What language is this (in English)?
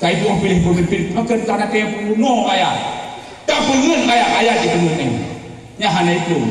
Achinese